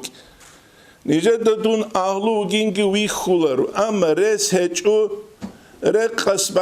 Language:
Avaric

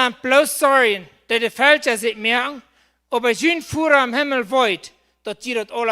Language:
Plautdietsch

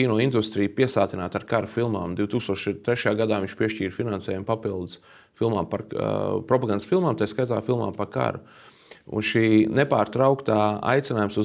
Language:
Latvian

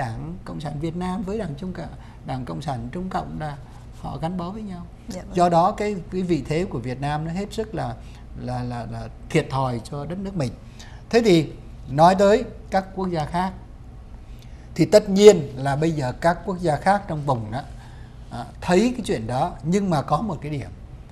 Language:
Vietnamese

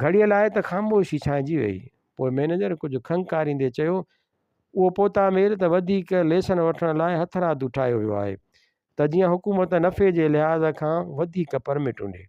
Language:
Sindhi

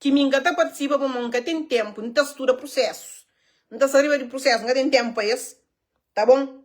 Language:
Kabuverdianu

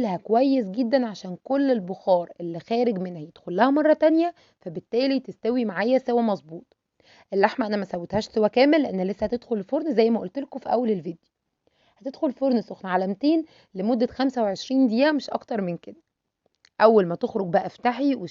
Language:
Egyptian Arabic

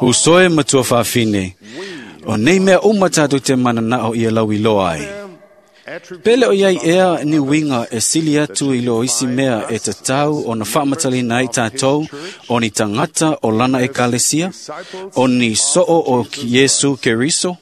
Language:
Samoan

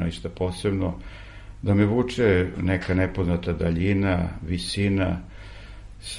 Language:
Serbian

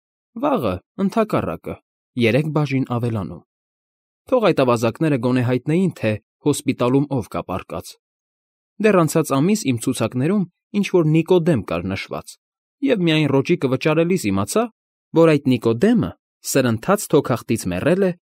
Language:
Armenian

